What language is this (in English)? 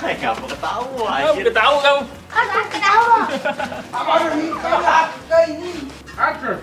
Musi